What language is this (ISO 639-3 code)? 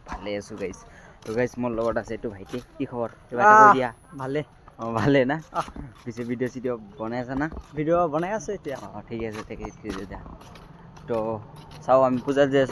asm